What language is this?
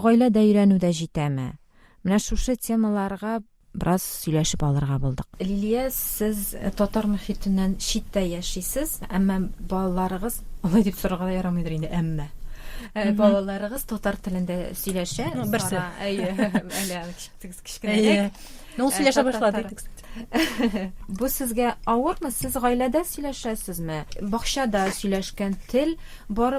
Tatar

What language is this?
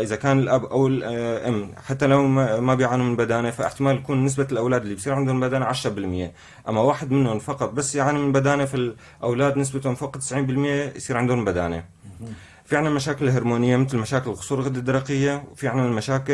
North Levantine Arabic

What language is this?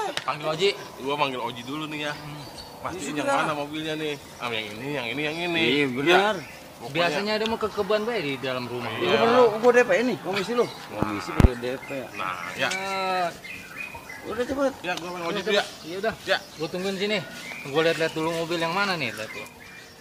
Betawi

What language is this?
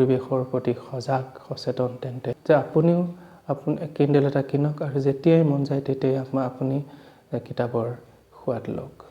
Assamese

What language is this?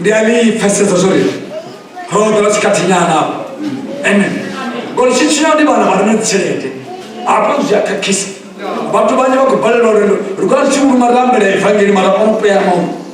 Venda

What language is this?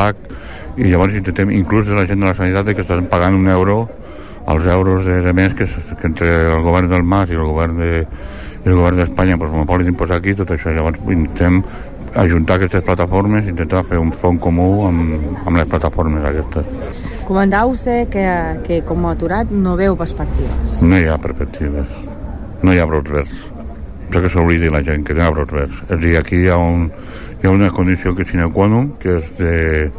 Catalan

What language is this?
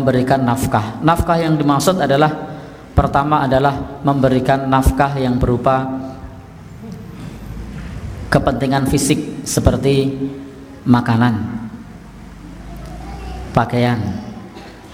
Indonesian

